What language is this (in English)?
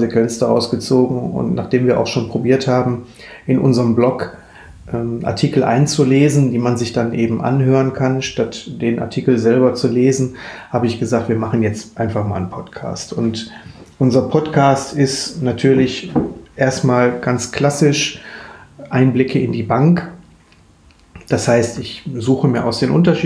German